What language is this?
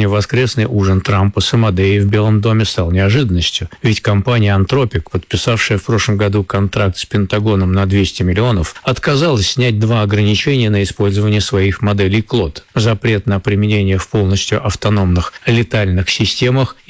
Russian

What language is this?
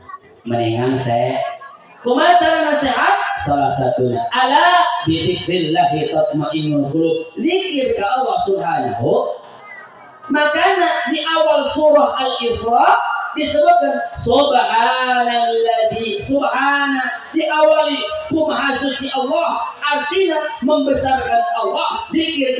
Sundanese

